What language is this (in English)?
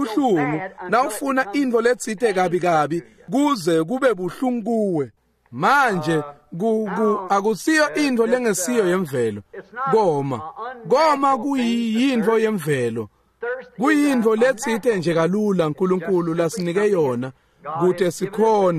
Swati